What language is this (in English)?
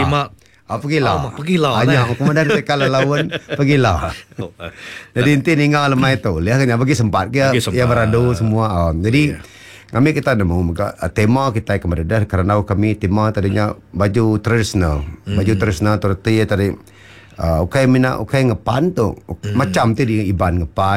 Iban